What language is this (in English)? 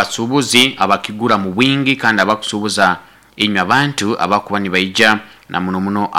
Nyoro